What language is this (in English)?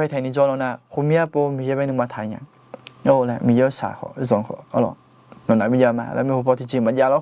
Akha